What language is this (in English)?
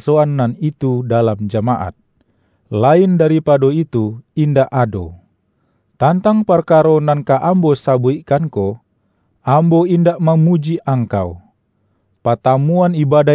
Minangkabau